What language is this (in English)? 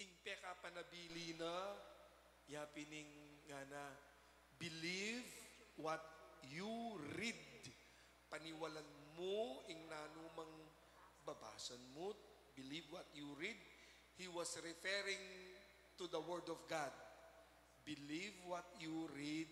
Pampanga